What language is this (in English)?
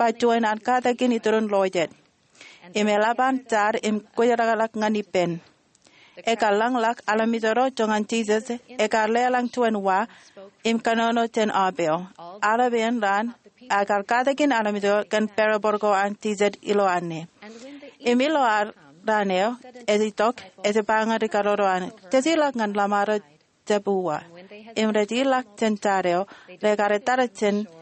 Marshallese